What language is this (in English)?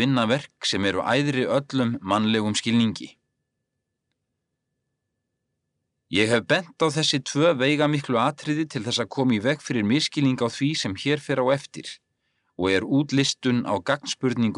Icelandic